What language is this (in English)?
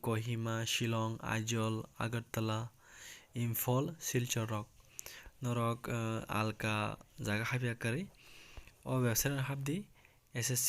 Kok Borok